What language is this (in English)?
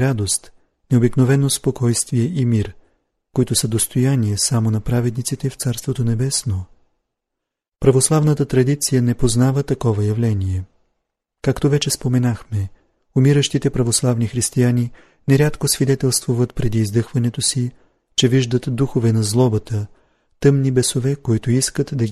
Bulgarian